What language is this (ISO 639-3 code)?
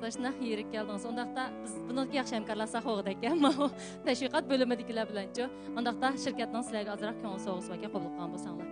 uig